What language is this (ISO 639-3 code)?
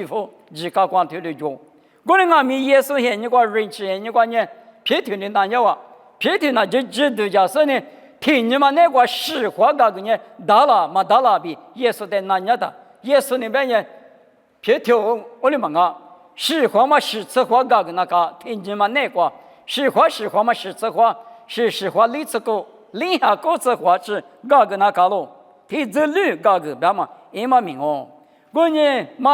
lis